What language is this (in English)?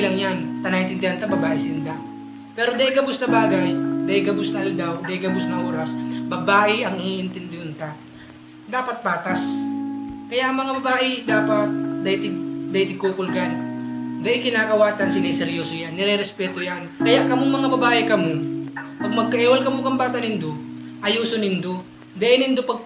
Bikol